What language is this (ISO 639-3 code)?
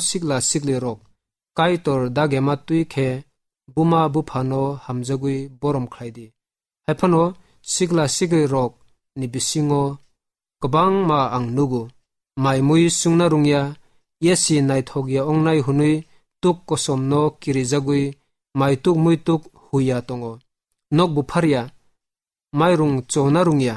trp